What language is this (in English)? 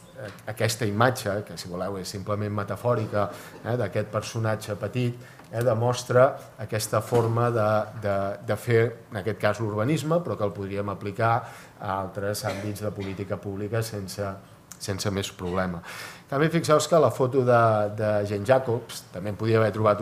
Catalan